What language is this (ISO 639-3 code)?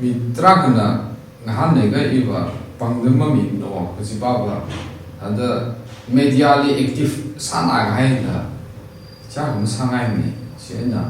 nmf